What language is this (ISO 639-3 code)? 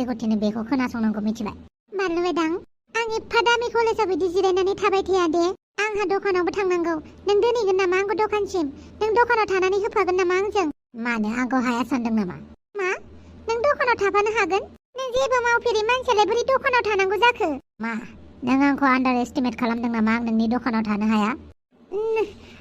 brx